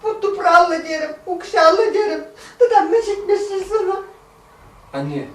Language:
Chuvash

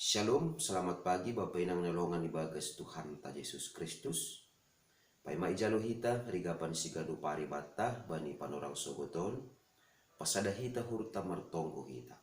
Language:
Batak Simalungun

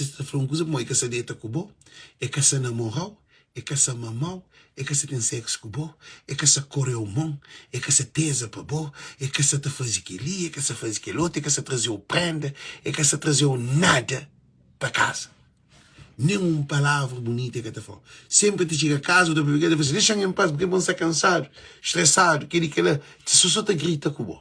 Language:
Kabuverdianu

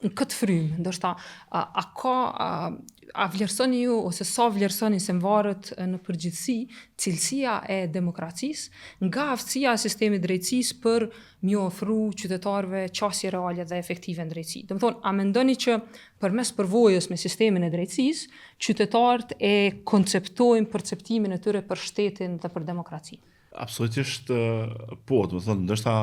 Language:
Albanian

